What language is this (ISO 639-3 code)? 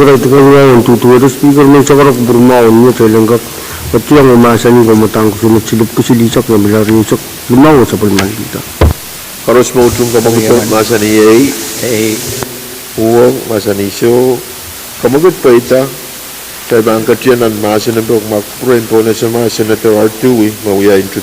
pon